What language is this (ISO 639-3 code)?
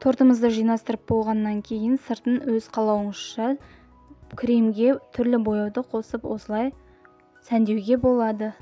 kaz